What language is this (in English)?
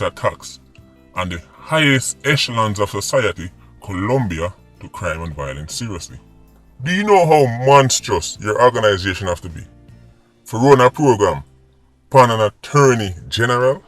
Jamaican Creole English